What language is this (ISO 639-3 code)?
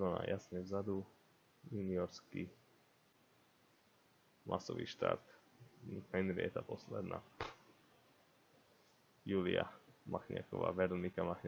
slk